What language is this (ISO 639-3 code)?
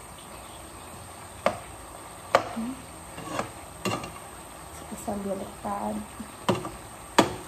fil